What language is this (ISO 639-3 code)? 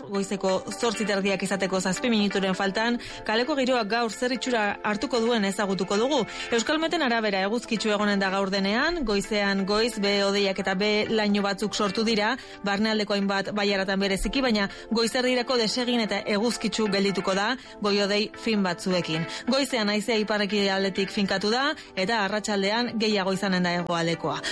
eus